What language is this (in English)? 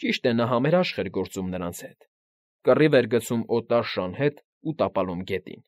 Armenian